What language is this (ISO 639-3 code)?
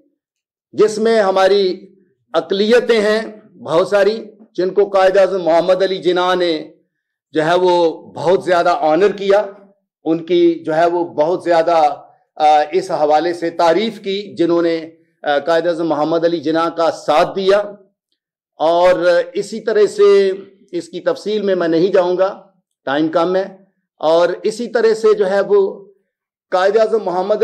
urd